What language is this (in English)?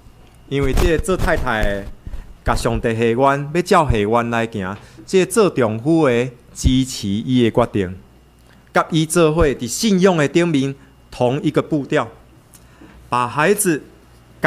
Min Nan Chinese